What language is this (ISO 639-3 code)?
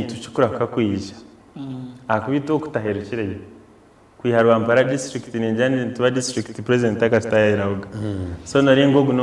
nyn